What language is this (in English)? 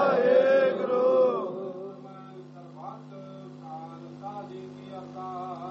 Punjabi